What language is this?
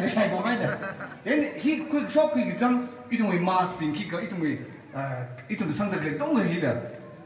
Tangkhul Naga (India)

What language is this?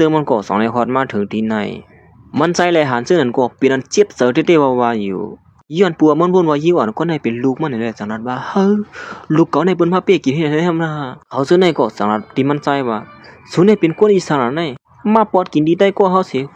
Shan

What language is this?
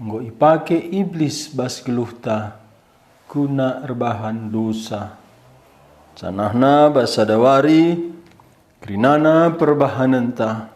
Batak Karo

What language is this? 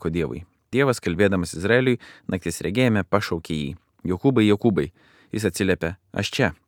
Lithuanian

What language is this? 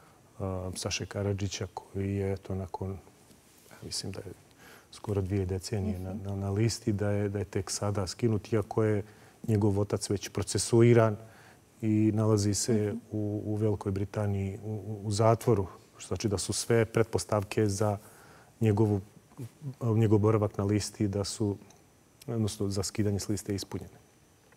Bosnian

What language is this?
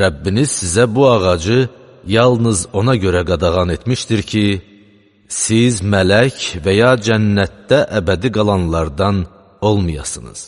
Azerbaijani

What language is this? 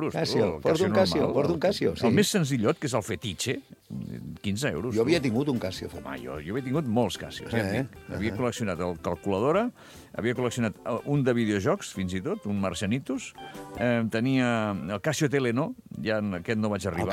Catalan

